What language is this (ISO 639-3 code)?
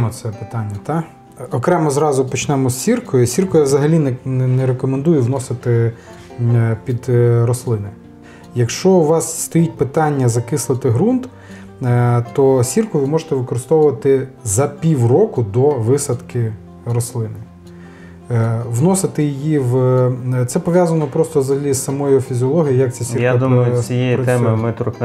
ukr